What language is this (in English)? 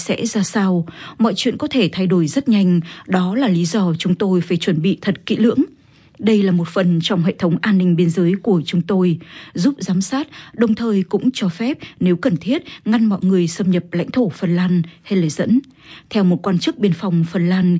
Vietnamese